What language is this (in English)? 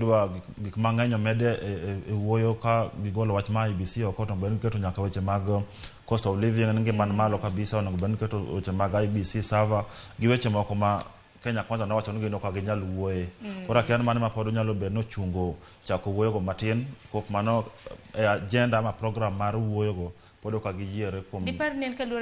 Luo (Kenya and Tanzania)